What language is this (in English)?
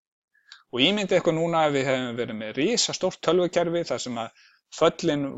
Icelandic